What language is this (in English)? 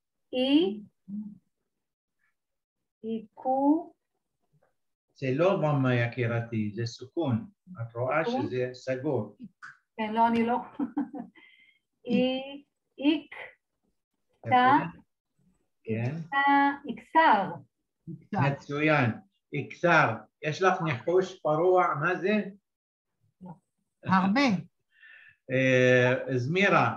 Hebrew